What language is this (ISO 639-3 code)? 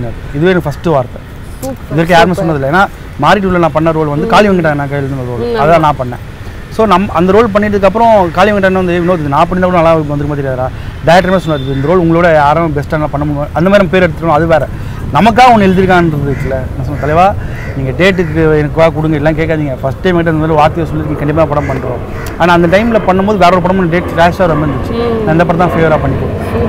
tam